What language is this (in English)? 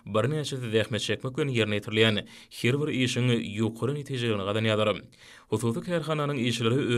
Turkmen